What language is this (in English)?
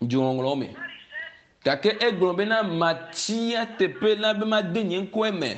Ewe